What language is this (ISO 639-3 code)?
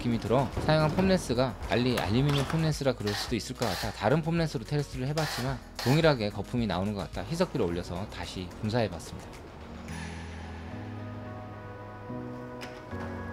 kor